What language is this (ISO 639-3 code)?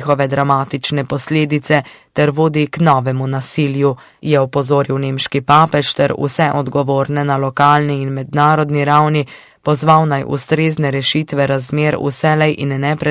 slv